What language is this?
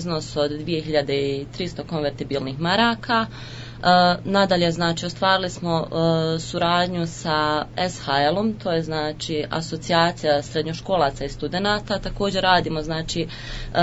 Croatian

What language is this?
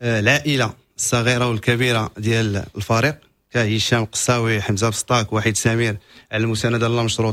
Moroccan Arabic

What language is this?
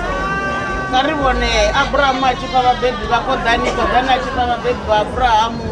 Venda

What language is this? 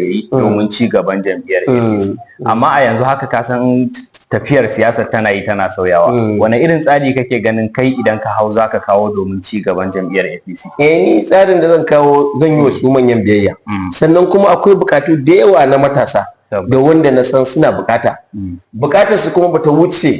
Hausa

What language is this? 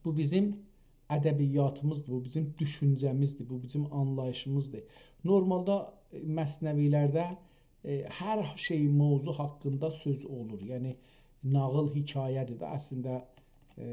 South Azerbaijani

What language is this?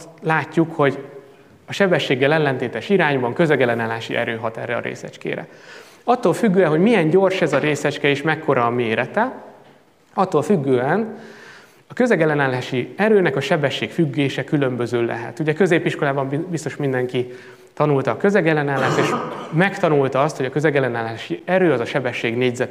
Hungarian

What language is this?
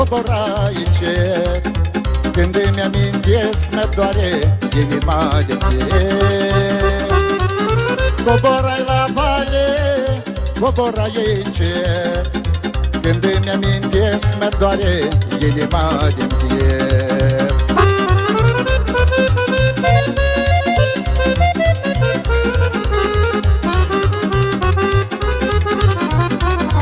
Romanian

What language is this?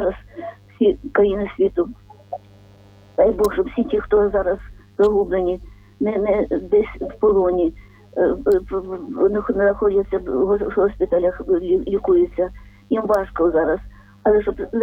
Ukrainian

